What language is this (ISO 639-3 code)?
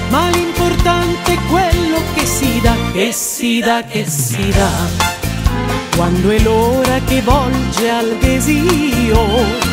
ita